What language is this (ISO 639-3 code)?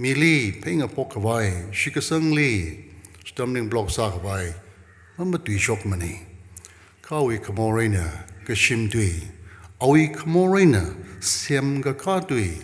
nmf